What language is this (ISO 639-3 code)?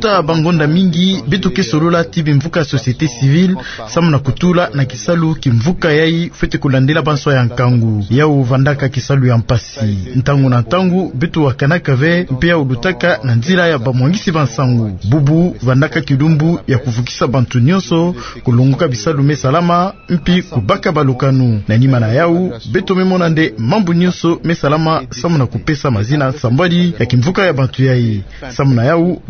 ktu